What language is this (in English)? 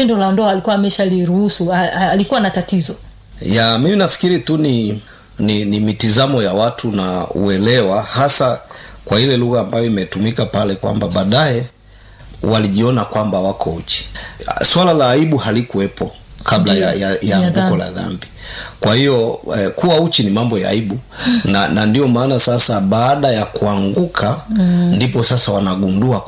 Swahili